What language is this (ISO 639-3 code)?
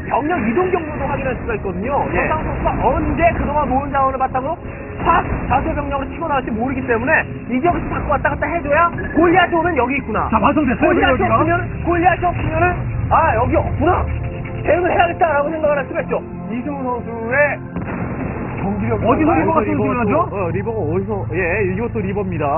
kor